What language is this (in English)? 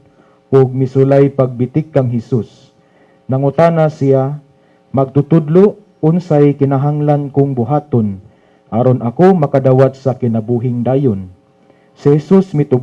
Cebuano